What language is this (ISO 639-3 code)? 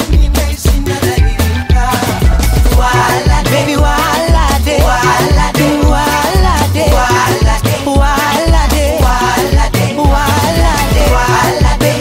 swa